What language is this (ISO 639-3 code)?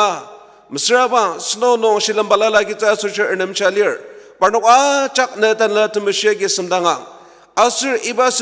njo